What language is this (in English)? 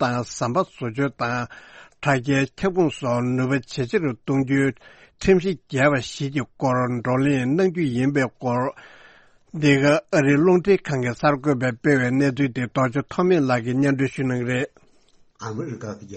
Tibetan